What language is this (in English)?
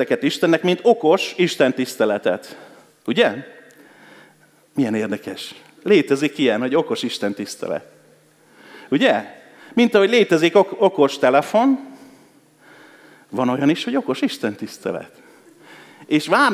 Hungarian